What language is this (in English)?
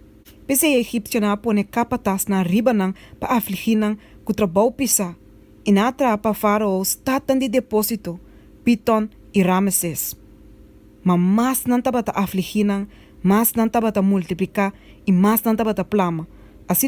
Papiamento